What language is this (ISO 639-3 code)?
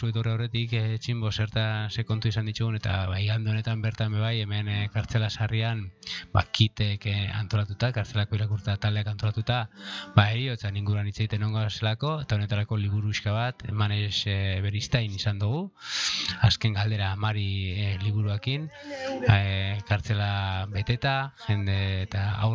eus